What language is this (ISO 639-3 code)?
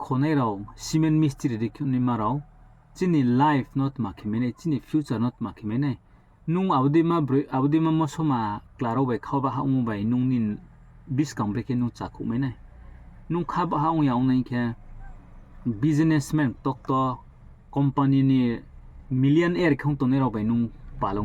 ria